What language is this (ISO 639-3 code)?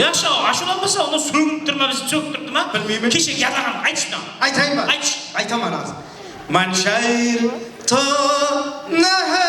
kaa